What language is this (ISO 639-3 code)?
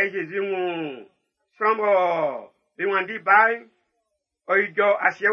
bci